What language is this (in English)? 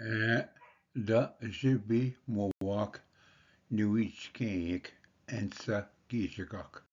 Ojibwa